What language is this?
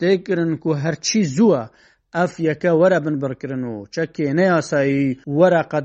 Kurdish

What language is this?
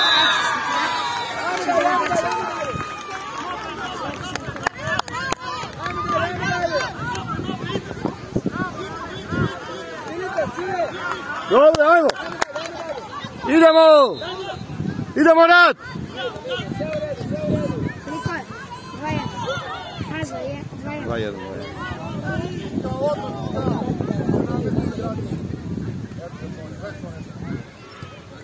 Serbian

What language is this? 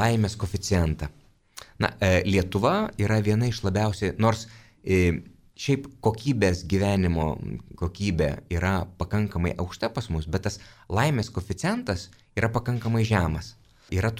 Lithuanian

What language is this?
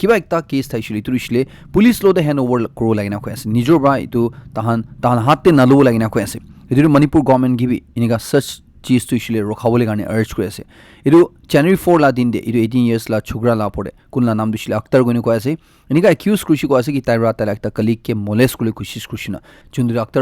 Naga Pidgin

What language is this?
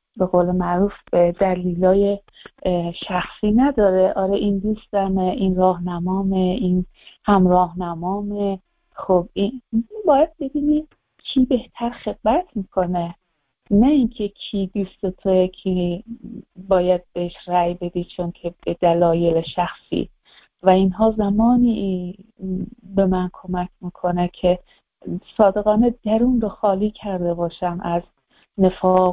Persian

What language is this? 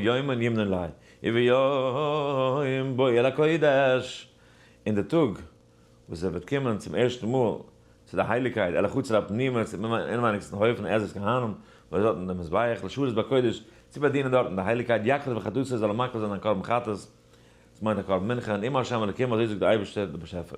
Yiddish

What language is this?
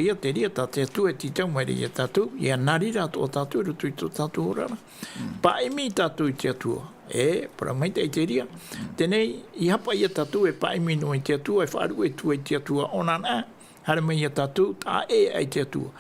Tahitian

